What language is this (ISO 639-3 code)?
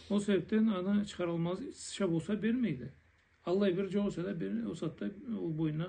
krc